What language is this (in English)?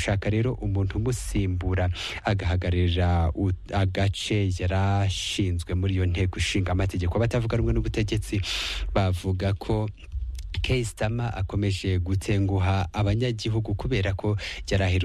Kinyarwanda